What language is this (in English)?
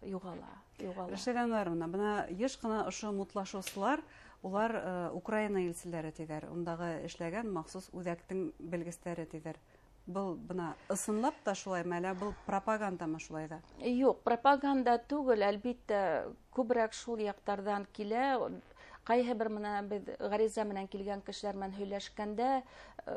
Bashkir